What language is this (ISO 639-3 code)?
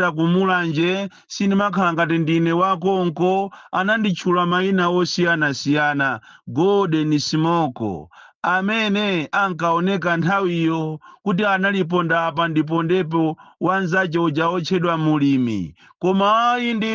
nya